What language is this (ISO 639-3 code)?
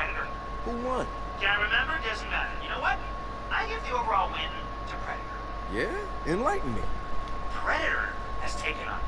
eng